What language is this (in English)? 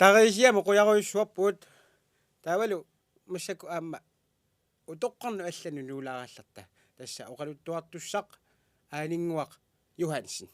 Kalaallisut